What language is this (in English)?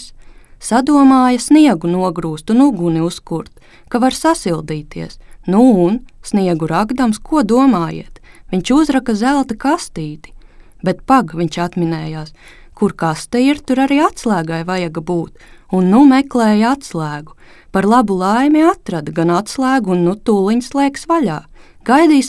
Latvian